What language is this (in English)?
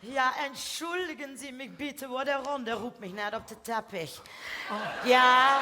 Limburgish